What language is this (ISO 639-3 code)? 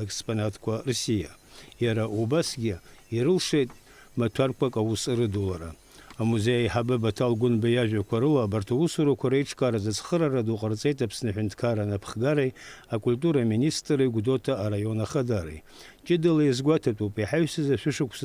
abk